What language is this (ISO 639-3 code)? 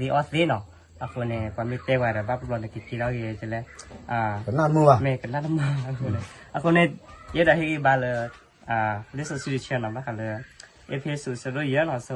ksw